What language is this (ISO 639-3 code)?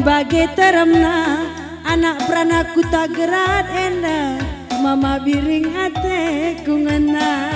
btx